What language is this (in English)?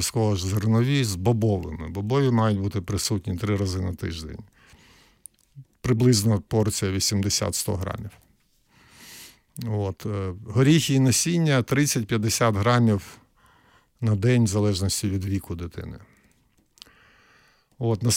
Ukrainian